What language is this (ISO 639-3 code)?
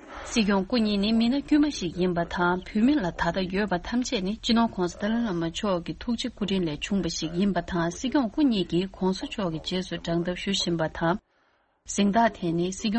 bod